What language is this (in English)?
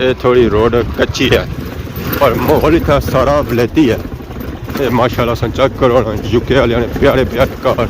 Pahari-Potwari